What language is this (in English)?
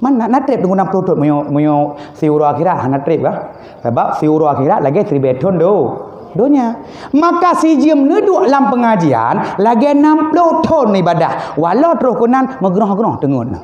Achinese